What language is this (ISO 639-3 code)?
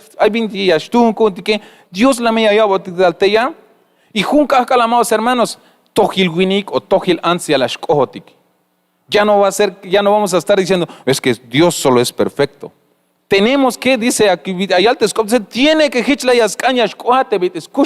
tzh